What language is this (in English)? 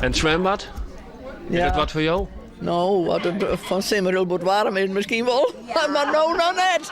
Western Frisian